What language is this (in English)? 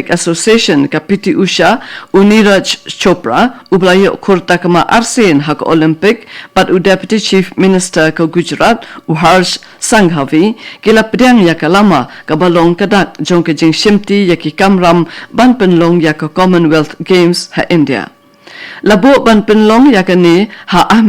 Khasi